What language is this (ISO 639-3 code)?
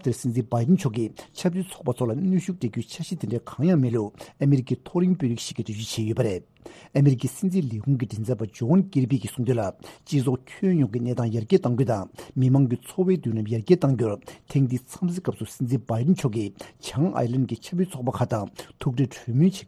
bod